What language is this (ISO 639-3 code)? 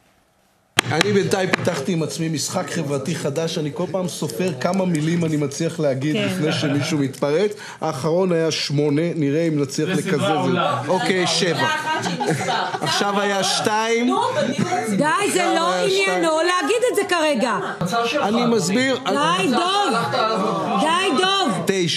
heb